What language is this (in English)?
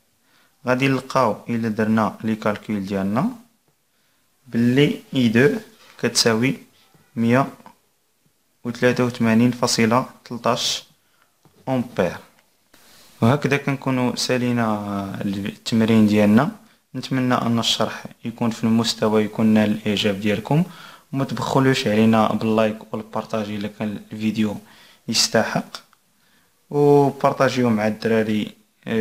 Moroccan Arabic